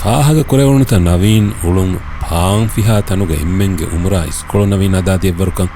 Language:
Divehi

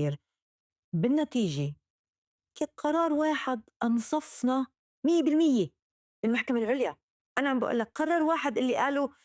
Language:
North Levantine Arabic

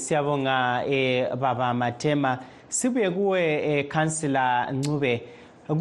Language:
North Ndebele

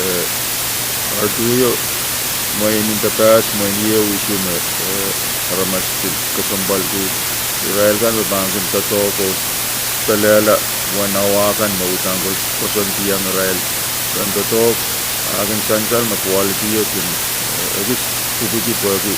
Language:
Pohnpeian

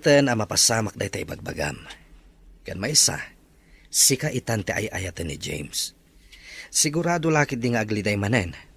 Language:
Iloko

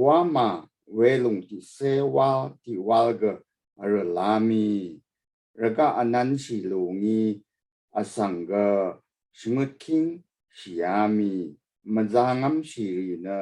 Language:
Rawang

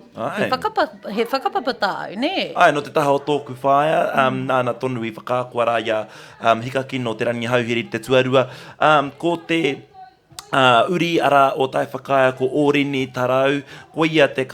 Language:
Māori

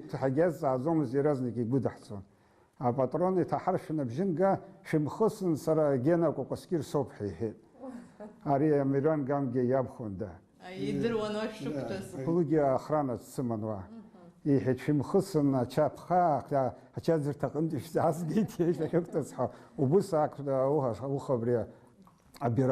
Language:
Abkhazian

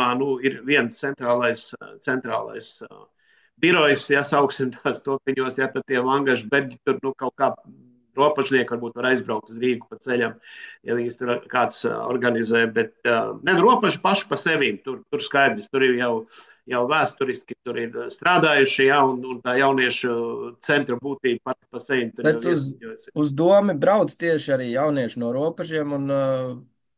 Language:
Latvian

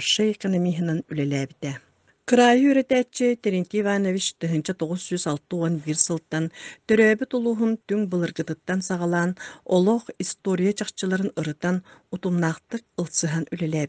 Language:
Yakut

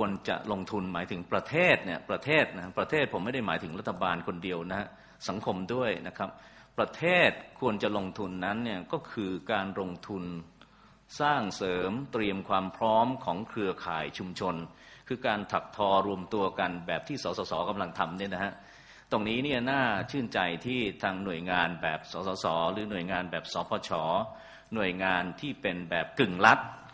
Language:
Thai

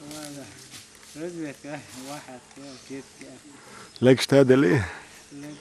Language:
Chechen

